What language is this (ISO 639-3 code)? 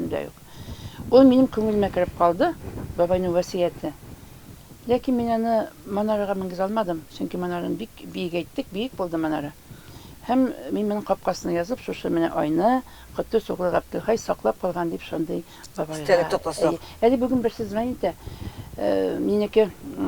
tat